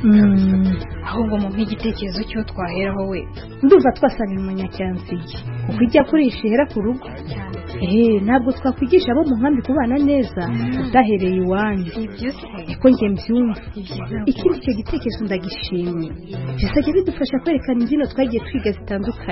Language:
Kinyarwanda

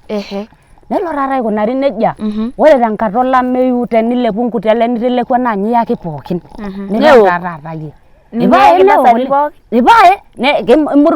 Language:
Masai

